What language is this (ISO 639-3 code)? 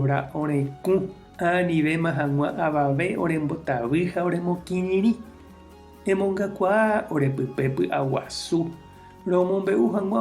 grn